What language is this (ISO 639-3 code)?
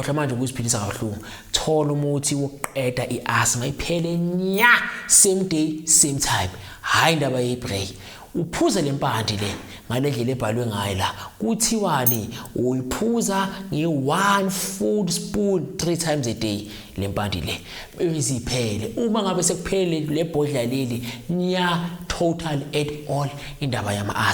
zul